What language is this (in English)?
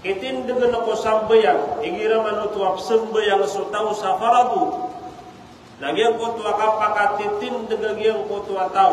Maranao